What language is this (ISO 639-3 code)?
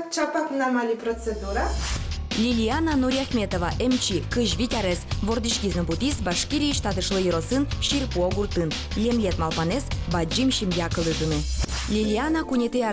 udm